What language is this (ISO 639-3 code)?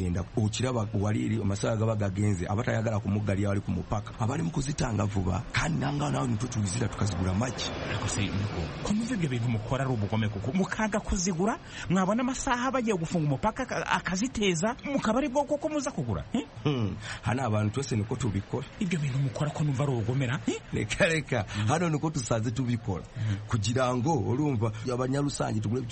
kin